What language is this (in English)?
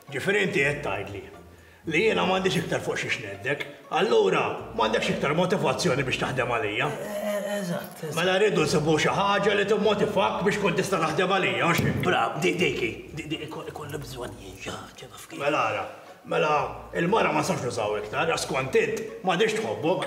Maltese